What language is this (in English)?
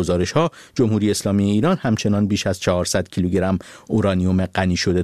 Persian